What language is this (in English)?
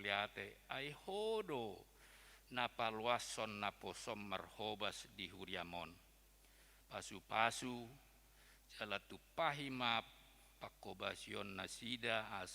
Batak Toba